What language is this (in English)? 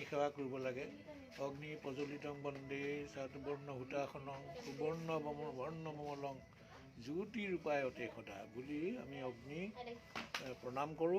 Assamese